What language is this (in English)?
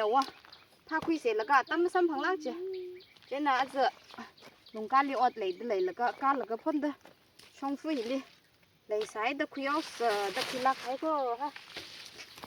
Tangkhul Naga (India)